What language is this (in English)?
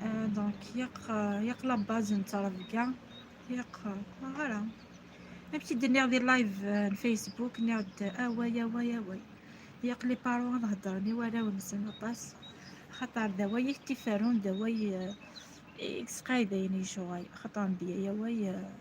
Kabyle